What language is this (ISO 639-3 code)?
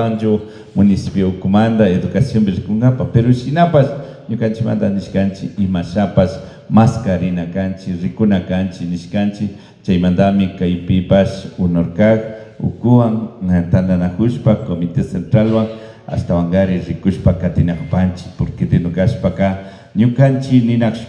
qvi